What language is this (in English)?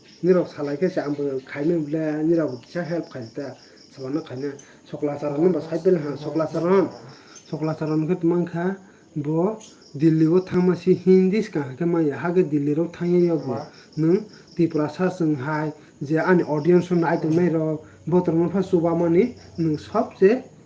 Kok Borok